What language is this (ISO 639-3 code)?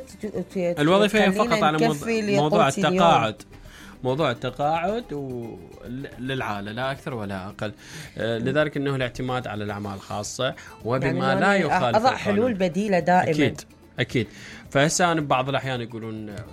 acm